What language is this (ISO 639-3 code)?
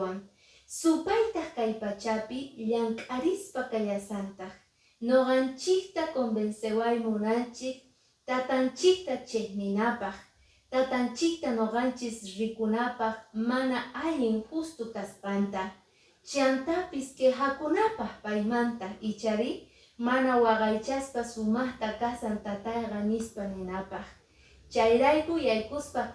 que